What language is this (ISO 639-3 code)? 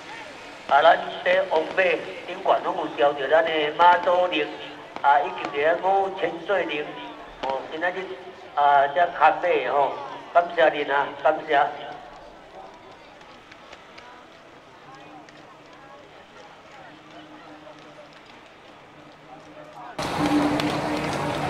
nan